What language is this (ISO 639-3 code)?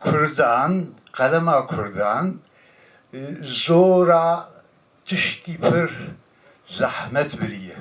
kur